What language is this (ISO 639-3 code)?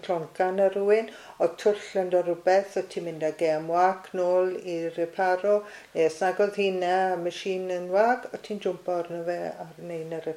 cym